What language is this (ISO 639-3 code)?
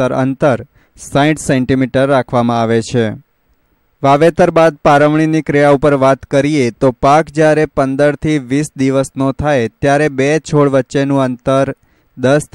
guj